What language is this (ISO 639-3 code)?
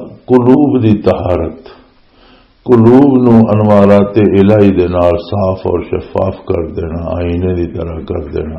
lah